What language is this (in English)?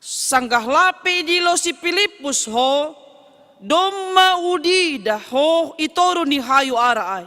Batak Simalungun